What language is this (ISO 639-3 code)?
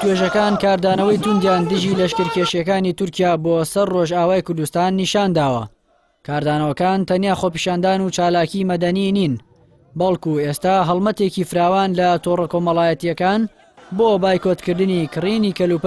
ckb